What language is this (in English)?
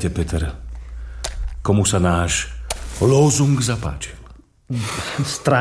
Slovak